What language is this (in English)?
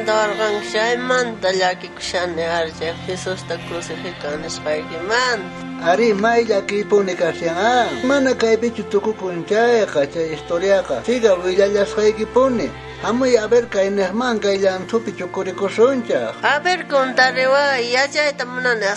South Bolivian Quechua